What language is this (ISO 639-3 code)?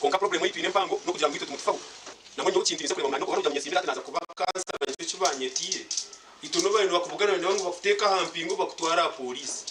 nyn